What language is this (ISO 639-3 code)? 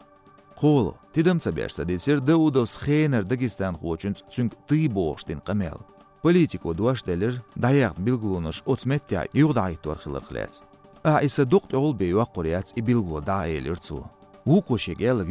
che